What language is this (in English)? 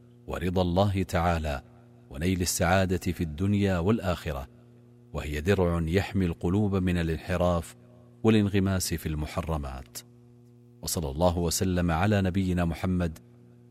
Arabic